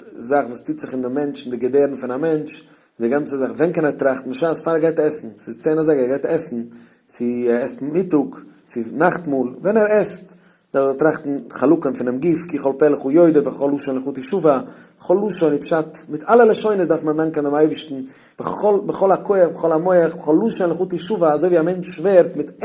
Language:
Yiddish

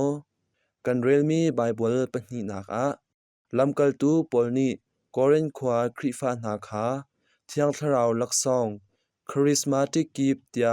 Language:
Hakha Chin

